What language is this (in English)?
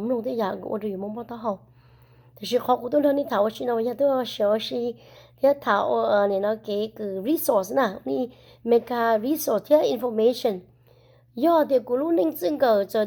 Hmong